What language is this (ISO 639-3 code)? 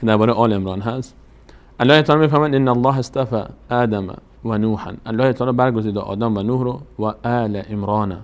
fas